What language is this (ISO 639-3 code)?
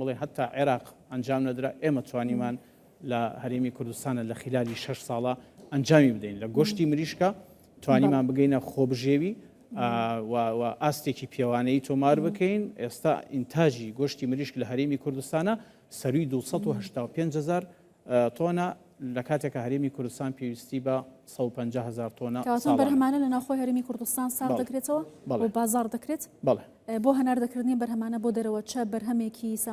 ckb